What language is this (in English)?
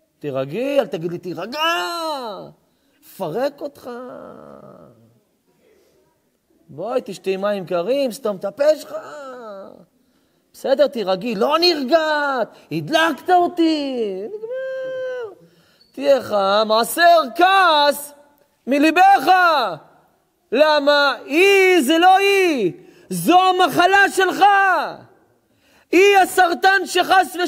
Hebrew